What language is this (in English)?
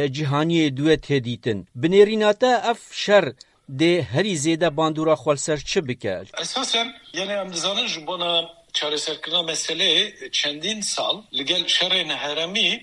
Kurdish